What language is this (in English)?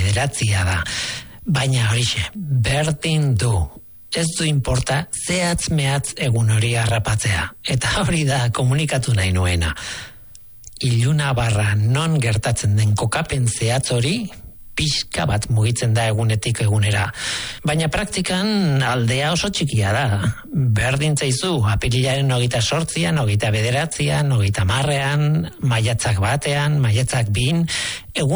Basque